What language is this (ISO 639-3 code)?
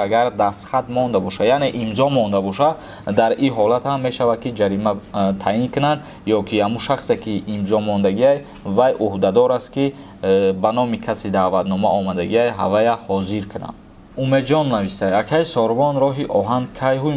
tgk